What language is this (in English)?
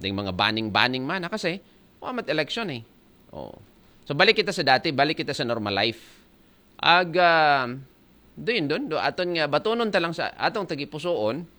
Aklanon